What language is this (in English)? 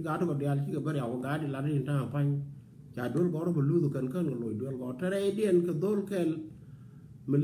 Nuer